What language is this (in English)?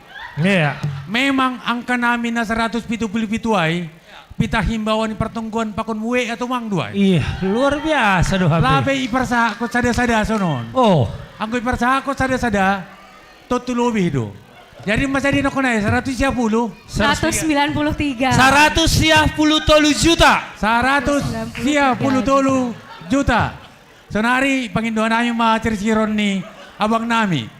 Batak Simalungun